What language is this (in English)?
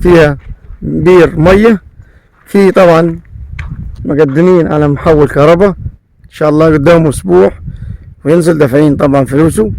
Egyptian Arabic